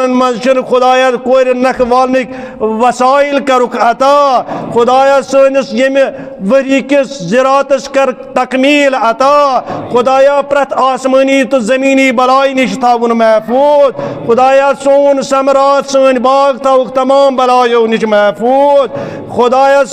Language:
Kashmiri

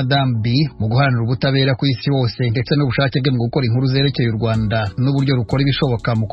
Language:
Kinyarwanda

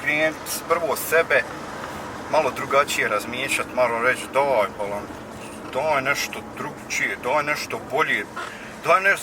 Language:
Bosnian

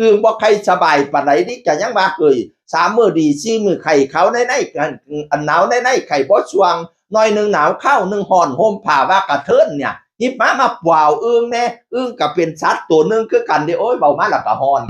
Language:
Northeastern Thai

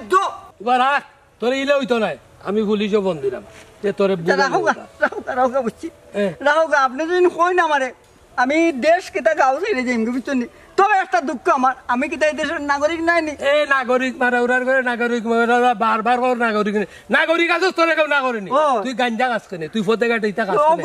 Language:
Sylheti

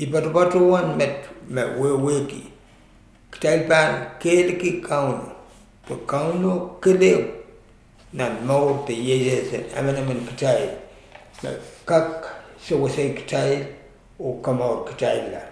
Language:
Pohnpeian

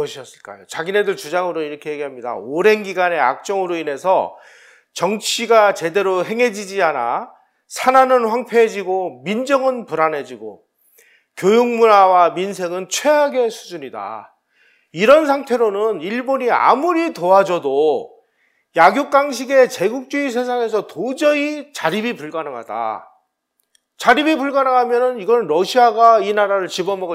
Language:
Korean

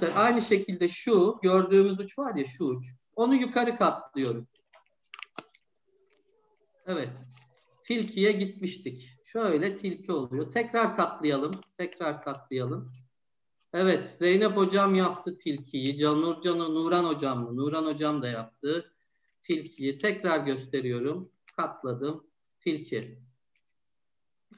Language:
Turkish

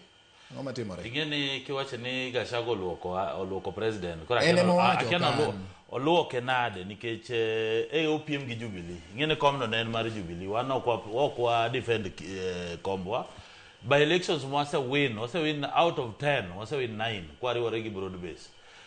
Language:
Luo (Kenya and Tanzania)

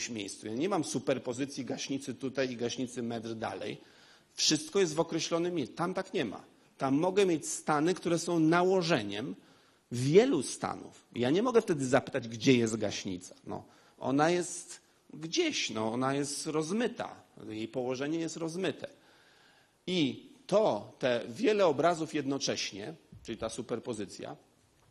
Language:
Polish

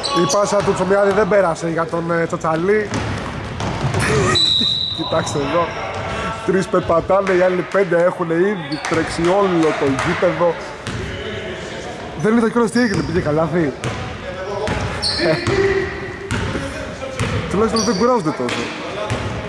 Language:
Greek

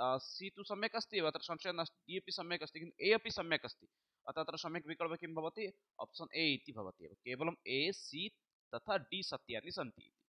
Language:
Sanskrit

